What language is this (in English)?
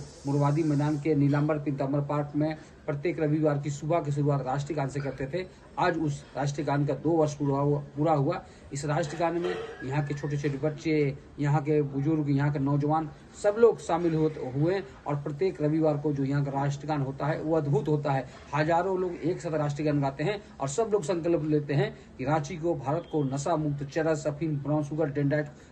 Hindi